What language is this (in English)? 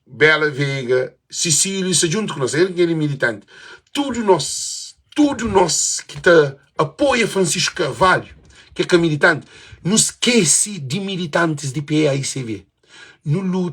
Kabuverdianu